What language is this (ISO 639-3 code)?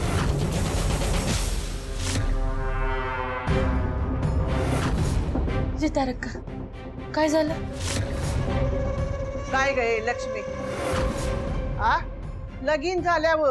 mar